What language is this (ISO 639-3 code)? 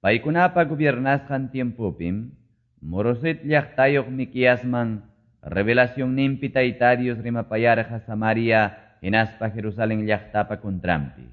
que